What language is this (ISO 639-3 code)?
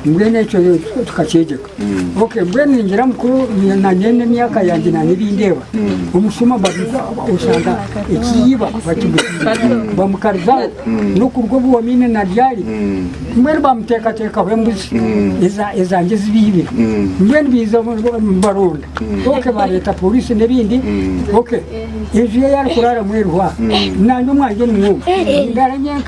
nyn